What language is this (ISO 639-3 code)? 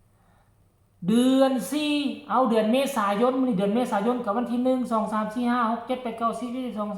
tts